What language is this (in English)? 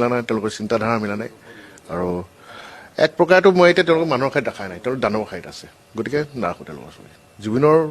Assamese